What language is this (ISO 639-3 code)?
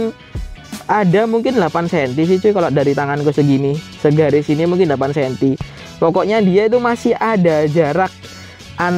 ind